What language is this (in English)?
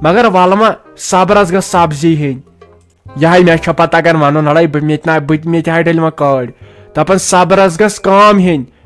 Kashmiri